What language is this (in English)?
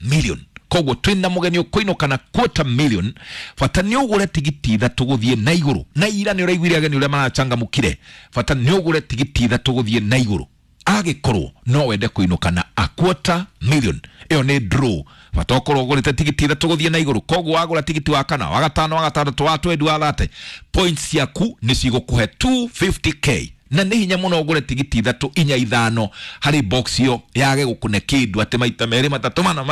Kikuyu